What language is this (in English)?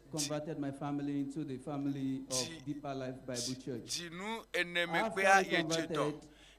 Ewe